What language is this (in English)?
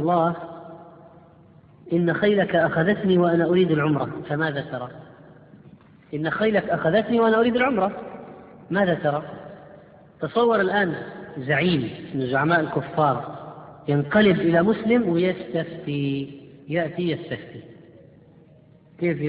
Arabic